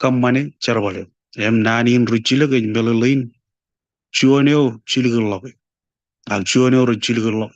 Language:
Marshallese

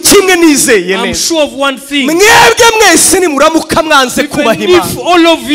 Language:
Kinyarwanda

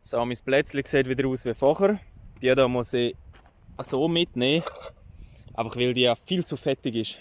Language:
Swiss German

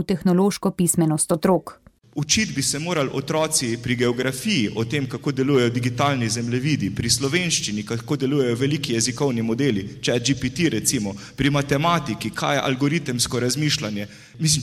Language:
Slovenian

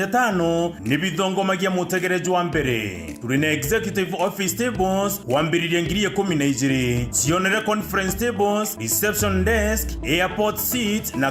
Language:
Meru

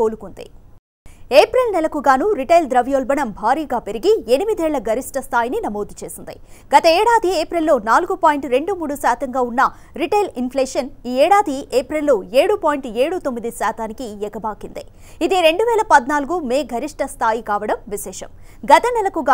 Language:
Telugu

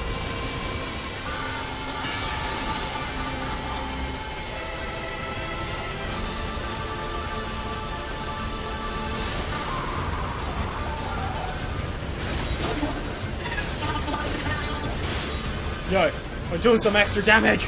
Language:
English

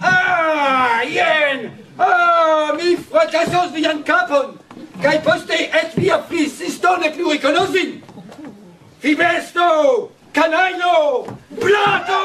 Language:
Esperanto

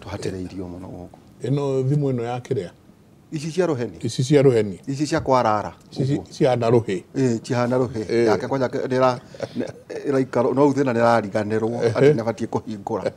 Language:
Kikuyu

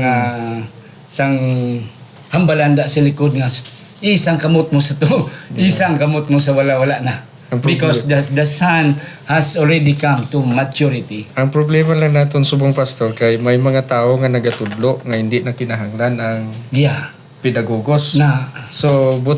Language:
Hiligaynon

